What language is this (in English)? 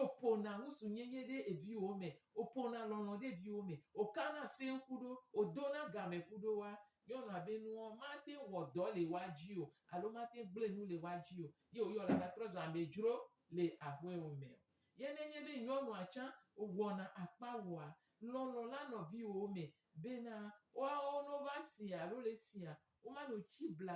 Gen